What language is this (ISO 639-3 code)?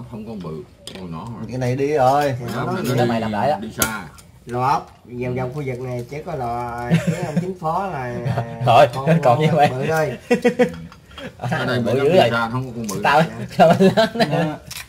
vie